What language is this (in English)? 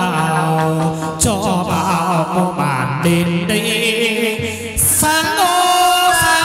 Vietnamese